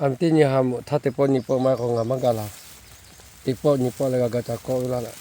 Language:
Lahu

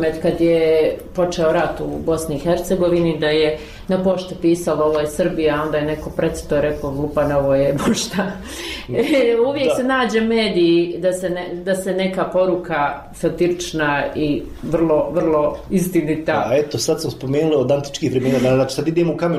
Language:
Bosnian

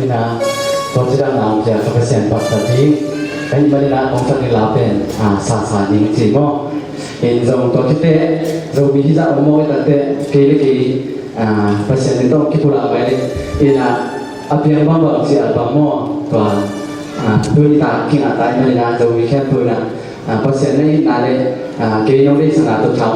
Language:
Tedim Chin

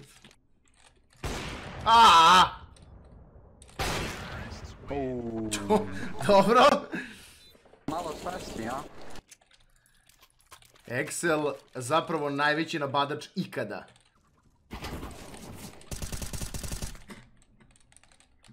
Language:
Croatian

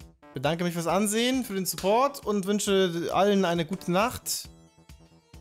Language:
German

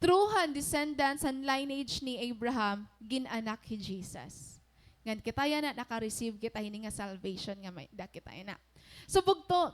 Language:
Waray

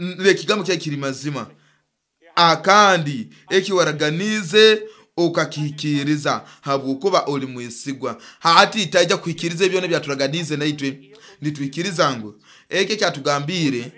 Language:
Nyoro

